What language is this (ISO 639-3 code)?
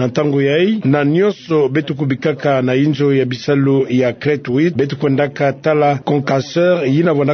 ktu